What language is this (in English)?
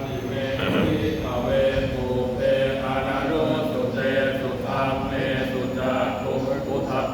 Pali